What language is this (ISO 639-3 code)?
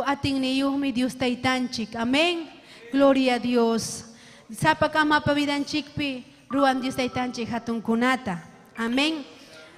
quy